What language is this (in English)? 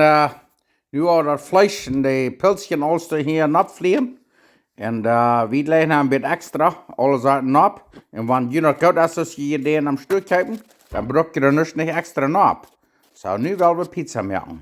Plautdietsch